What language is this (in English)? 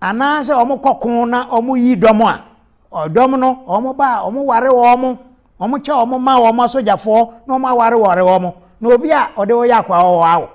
Akan